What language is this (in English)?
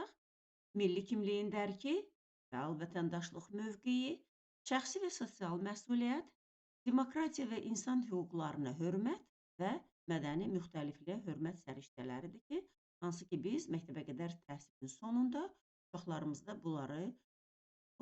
Azerbaijani